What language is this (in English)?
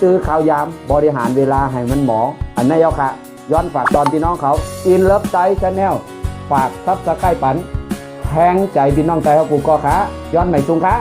Shan